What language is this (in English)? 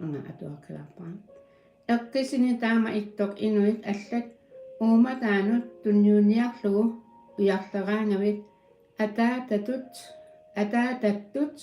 Kalaallisut